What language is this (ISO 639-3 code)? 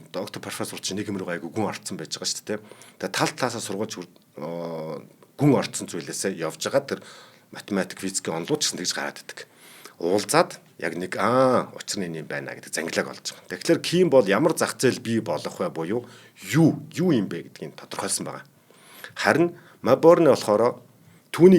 mon